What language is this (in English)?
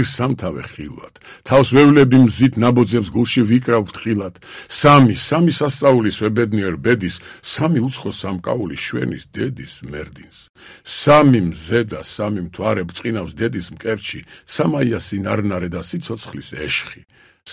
Georgian